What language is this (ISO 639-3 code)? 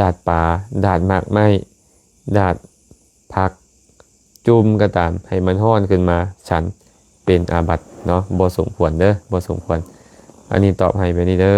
lao